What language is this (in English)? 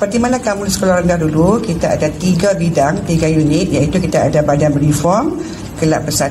Malay